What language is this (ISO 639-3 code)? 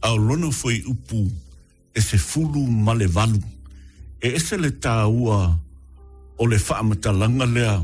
smo